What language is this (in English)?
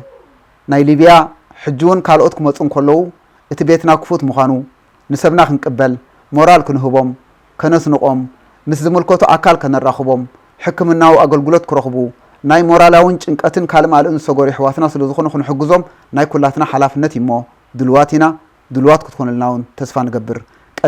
Tigrinya